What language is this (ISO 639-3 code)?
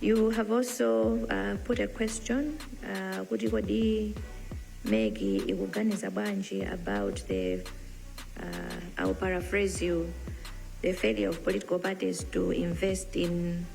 nya